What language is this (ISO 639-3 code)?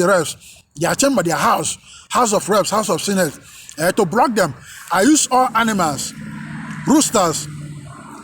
ibo